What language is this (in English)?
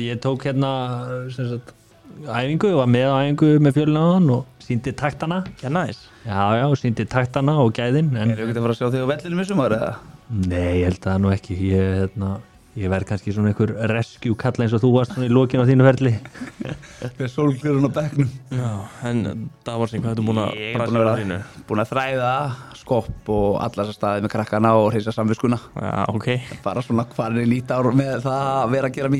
Icelandic